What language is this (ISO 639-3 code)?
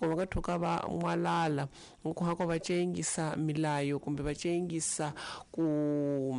tso